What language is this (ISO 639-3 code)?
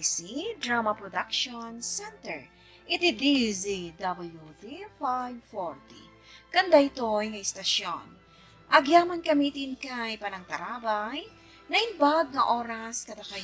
ilo